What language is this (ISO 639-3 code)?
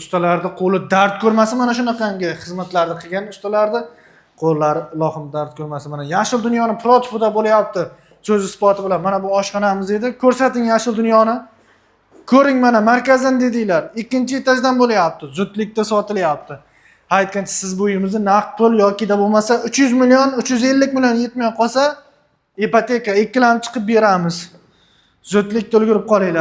uzb